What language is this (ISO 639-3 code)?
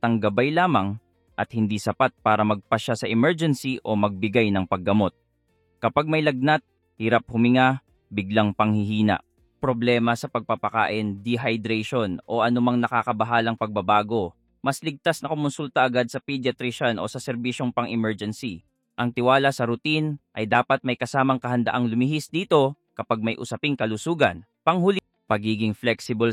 fil